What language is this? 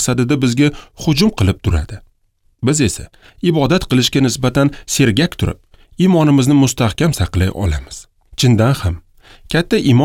Uzbek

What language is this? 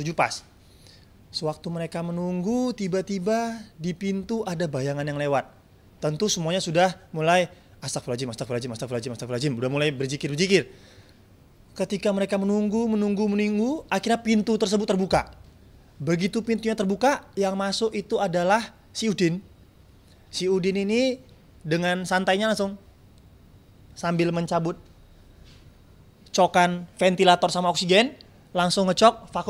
Indonesian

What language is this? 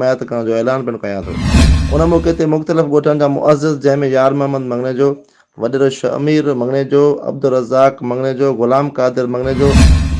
Sindhi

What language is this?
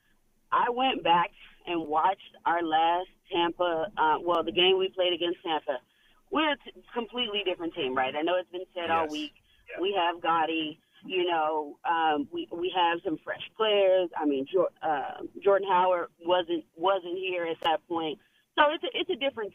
English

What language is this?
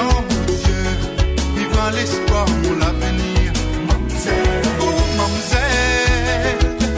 Morisyen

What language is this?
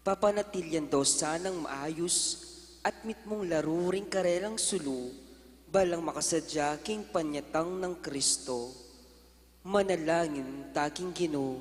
Pampanga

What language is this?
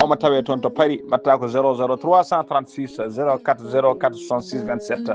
Fula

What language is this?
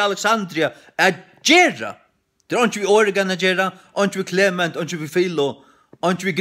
Faroese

